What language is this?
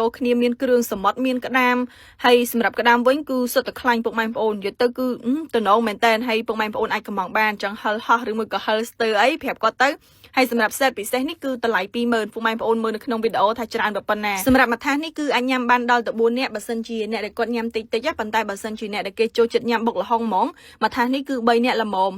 Khmer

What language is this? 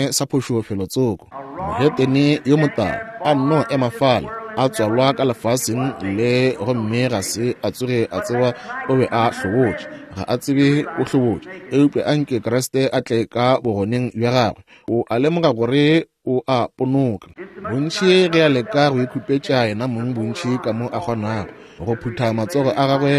Northern Sotho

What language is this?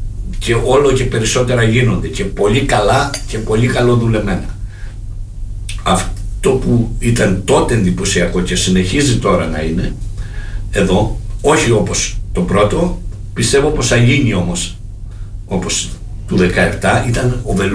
Greek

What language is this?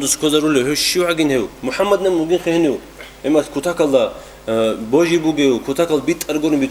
Avaric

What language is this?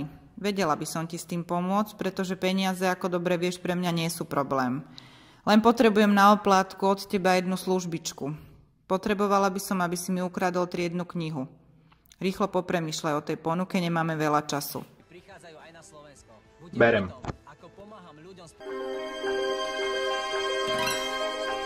Slovak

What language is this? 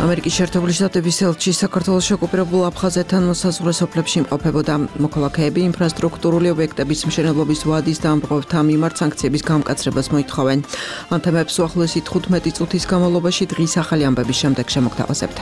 Georgian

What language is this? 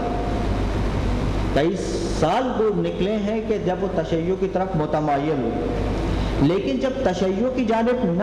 Urdu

